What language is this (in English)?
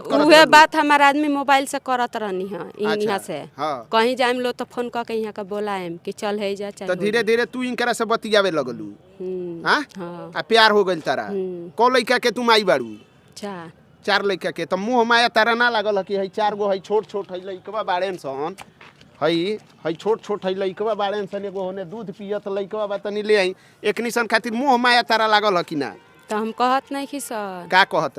Bhojpuri